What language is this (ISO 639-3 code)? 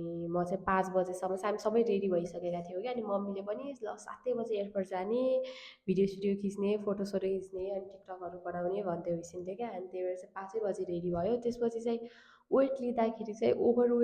nep